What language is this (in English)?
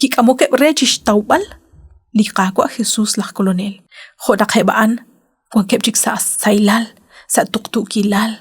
Kekchí